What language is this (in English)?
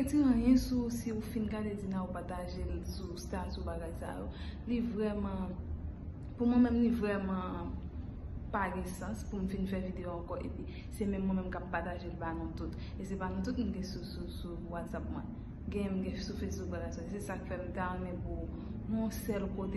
Haitian Creole